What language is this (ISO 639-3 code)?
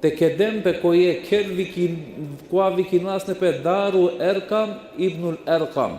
rmn